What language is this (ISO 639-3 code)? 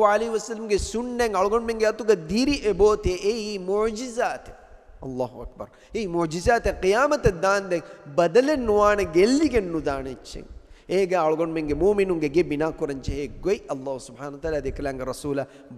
div